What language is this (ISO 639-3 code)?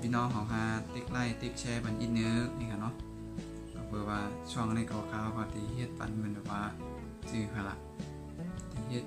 shn